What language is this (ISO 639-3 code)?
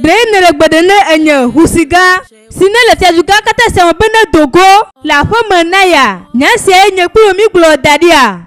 ewe